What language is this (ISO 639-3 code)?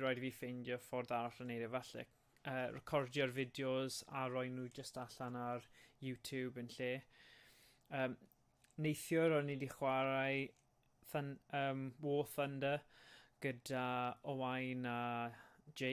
cym